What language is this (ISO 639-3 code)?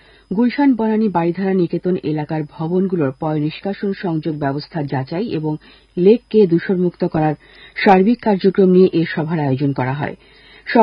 ben